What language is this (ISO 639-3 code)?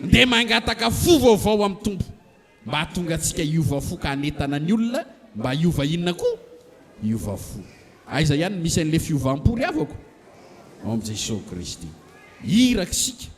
mlg